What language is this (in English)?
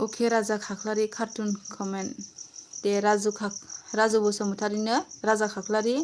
Bodo